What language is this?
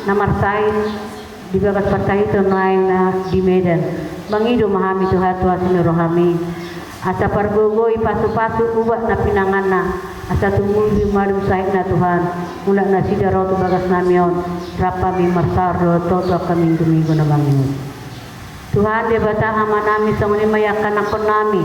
Batak Toba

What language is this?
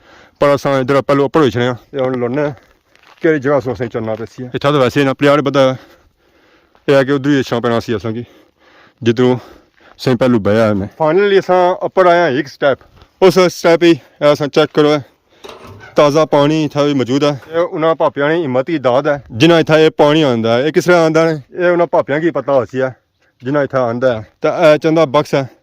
Pahari-Potwari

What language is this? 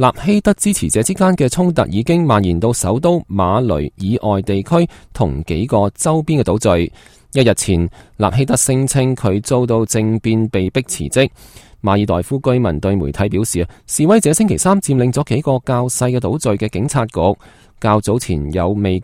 Cantonese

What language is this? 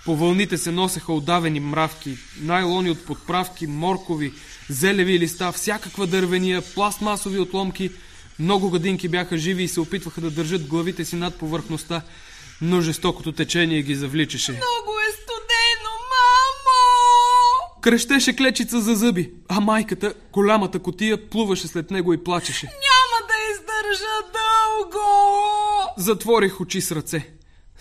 Bulgarian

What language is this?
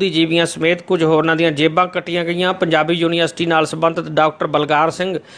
Punjabi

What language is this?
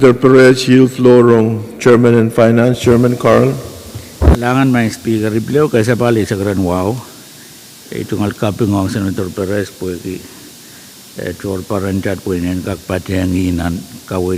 Pohnpeian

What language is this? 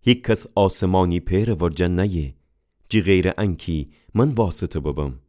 Gilaki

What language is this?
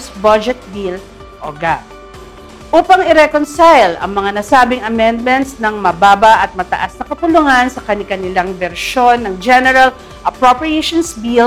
Filipino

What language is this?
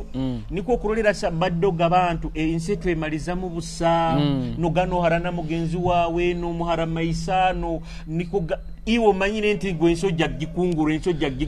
Nyoro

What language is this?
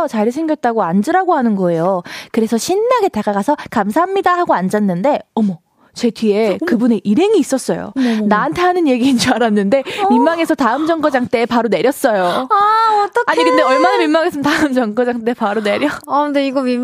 Korean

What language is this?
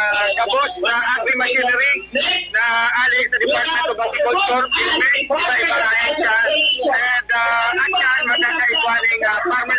Bikol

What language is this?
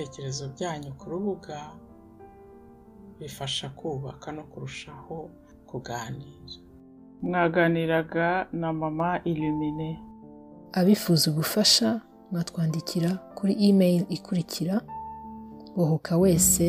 Kinyarwanda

